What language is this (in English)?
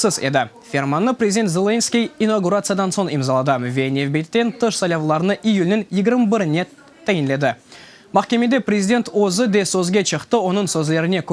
Crimean Tatar